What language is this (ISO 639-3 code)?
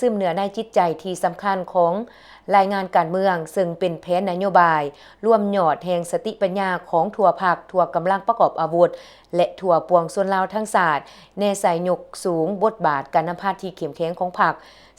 lao